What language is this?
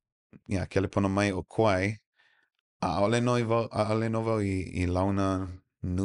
Hawaiian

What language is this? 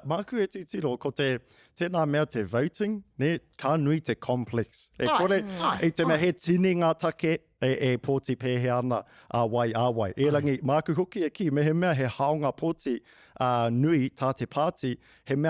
Māori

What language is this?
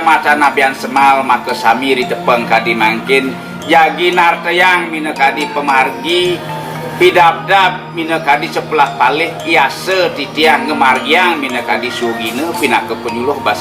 Balinese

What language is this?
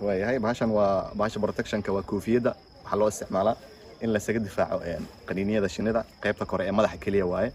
Somali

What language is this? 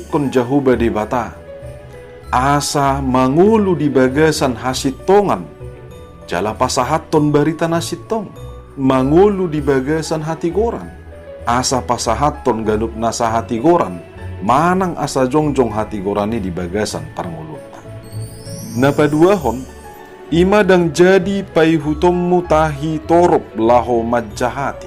Batak Toba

